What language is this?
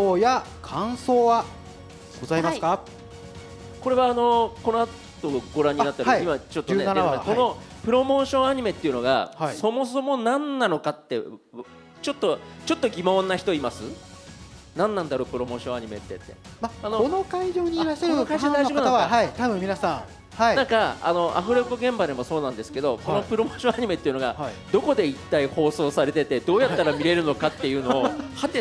Japanese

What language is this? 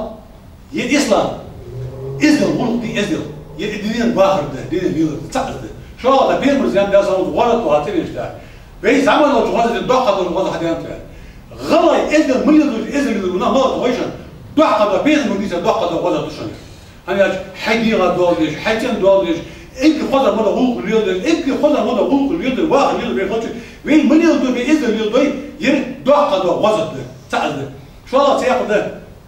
Ingush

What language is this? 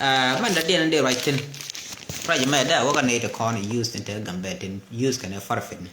Nuer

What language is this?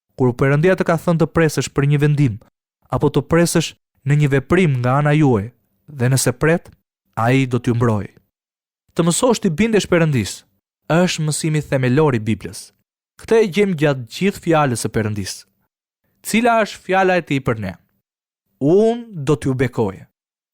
Albanian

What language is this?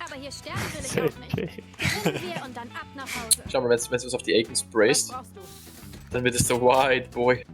Bavarian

